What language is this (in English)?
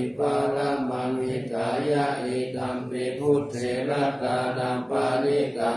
Pali